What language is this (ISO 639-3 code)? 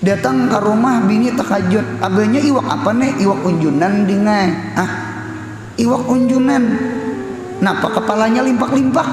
bjn